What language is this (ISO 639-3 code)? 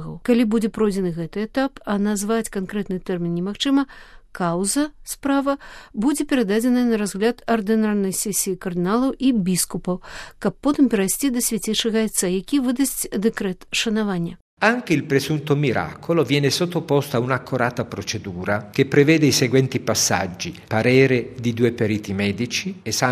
bel